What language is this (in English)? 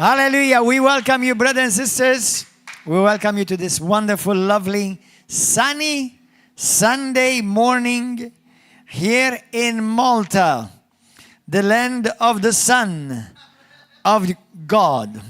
English